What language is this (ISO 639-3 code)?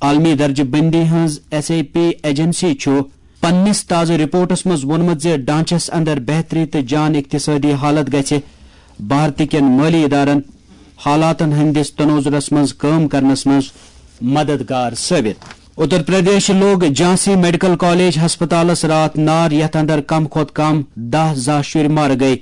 kas